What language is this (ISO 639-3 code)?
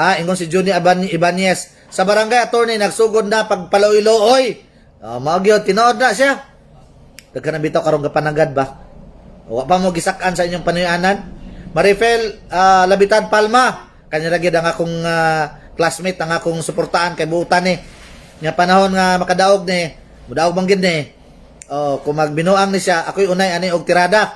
ceb